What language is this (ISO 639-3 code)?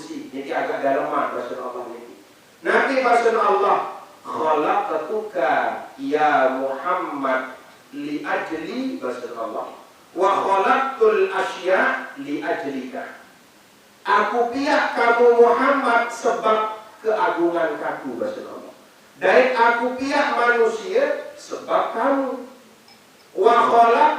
sas